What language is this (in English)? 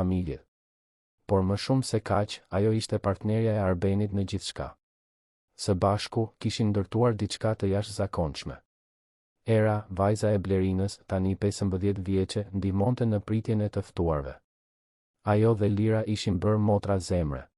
Albanian